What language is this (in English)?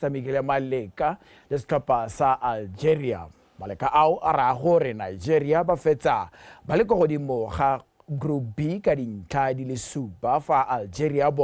Tswana